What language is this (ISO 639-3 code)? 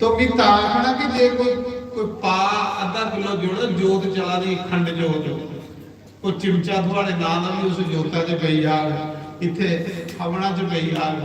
doi